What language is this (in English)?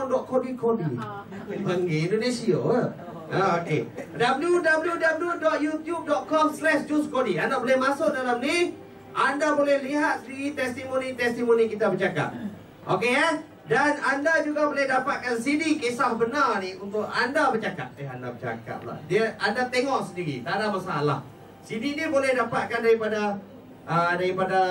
Malay